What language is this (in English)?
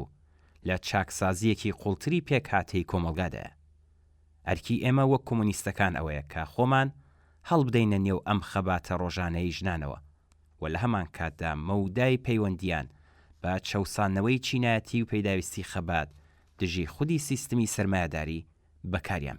Central Kurdish